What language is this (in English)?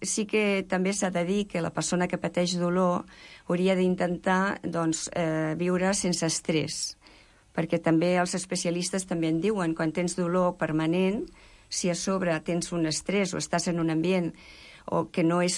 Catalan